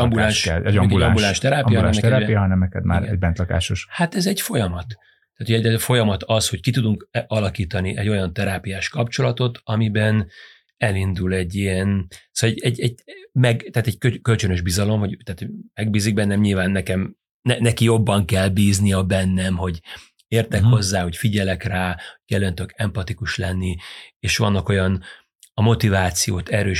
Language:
Hungarian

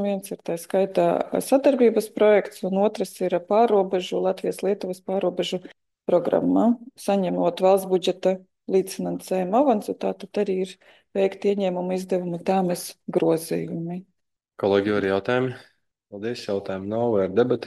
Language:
Latvian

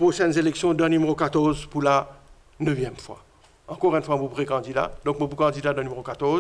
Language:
Morisyen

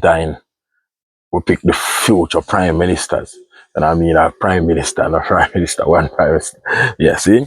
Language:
Jamaican Creole English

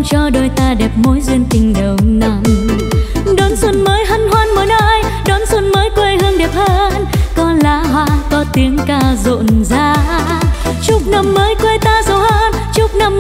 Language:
Vietnamese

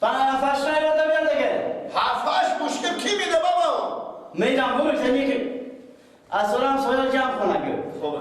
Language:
Persian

